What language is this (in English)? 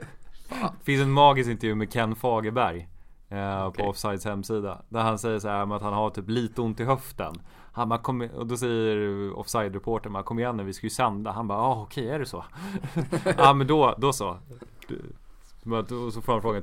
Swedish